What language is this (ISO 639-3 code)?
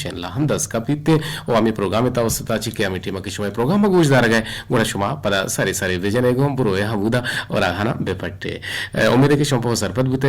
bgp